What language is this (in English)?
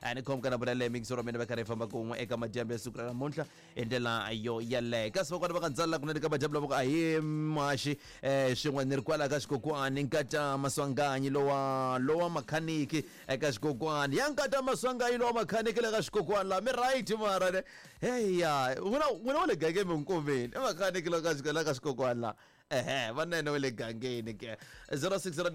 Tsonga